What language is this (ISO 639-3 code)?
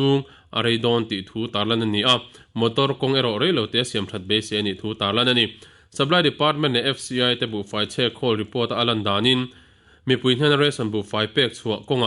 lus